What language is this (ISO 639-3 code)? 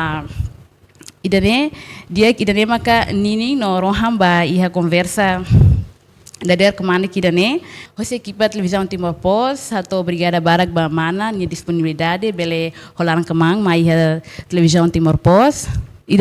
tet